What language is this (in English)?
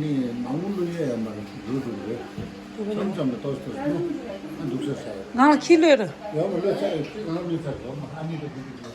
Tibetan